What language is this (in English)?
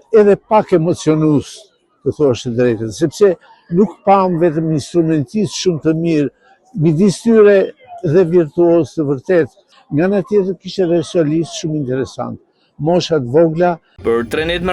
Albanian